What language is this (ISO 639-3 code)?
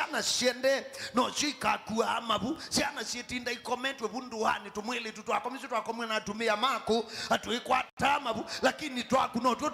kam